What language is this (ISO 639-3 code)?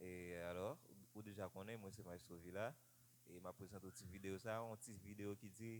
hat